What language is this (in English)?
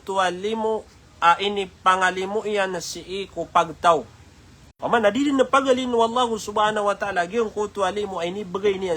Maranao